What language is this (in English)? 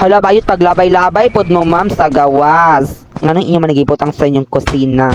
Cebuano